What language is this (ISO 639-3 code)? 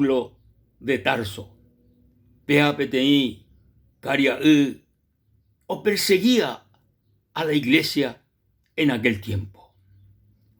grn